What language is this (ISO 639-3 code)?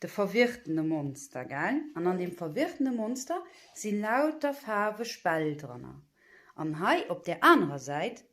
ltz